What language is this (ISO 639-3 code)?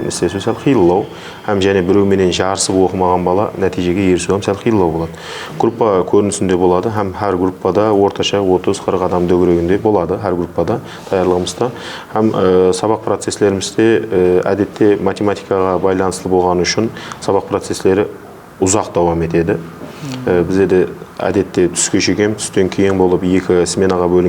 kaa